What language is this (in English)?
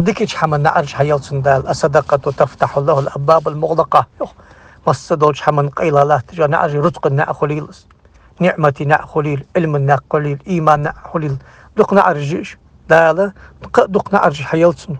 Ingush